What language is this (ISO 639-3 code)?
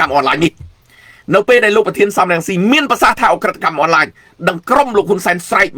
khm